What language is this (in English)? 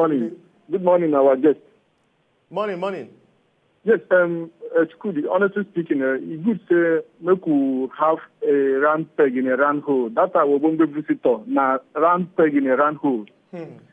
Nigerian Pidgin